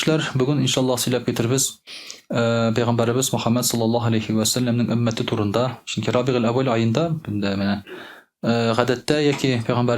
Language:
Tatar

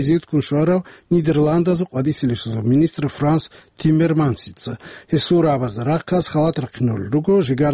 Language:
Avaric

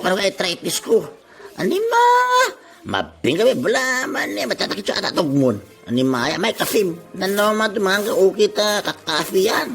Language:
Itawit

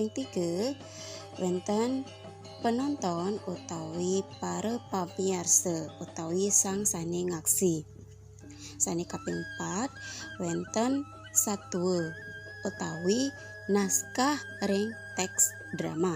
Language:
Balinese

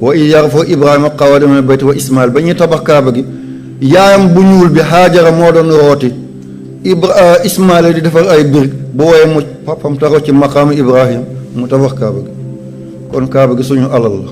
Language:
Wolof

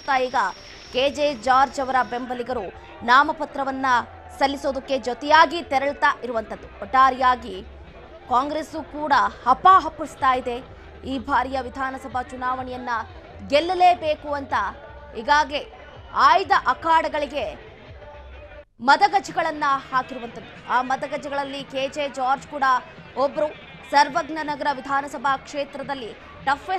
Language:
Kannada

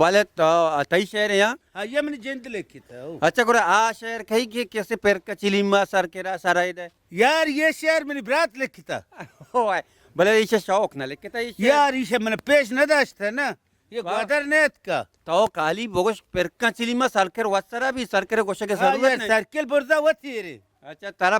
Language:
Baluchi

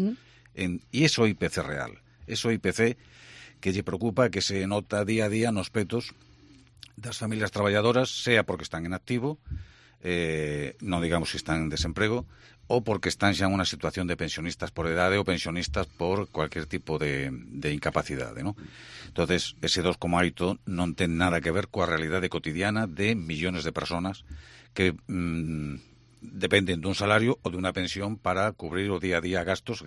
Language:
Galician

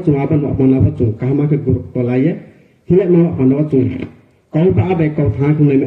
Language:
Riang (India)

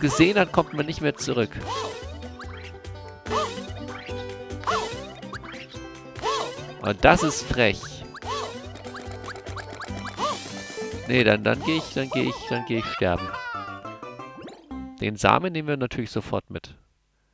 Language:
German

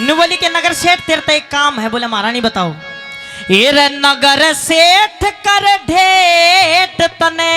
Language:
Haryanvi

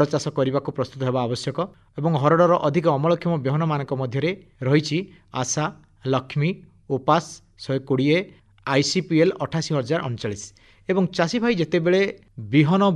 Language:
Odia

